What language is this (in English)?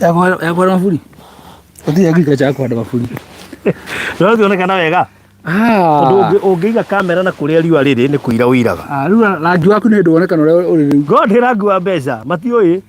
Kikuyu